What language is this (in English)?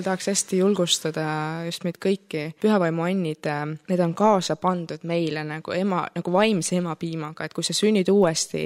Estonian